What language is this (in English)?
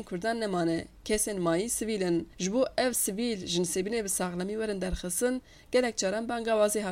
Kurdish